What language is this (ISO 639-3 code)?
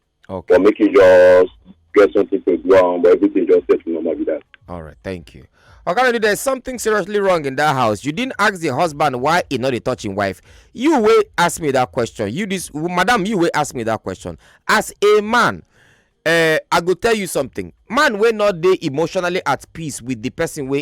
pcm